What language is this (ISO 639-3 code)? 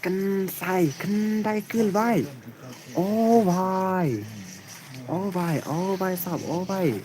kha